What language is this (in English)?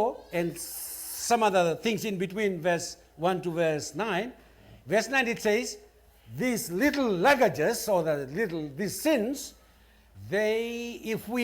Fijian